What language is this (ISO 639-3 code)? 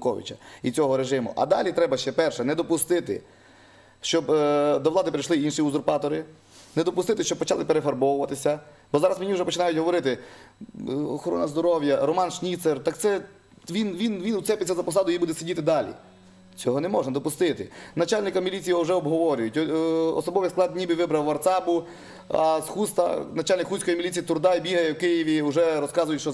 ukr